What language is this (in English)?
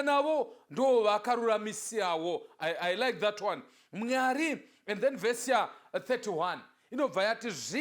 Shona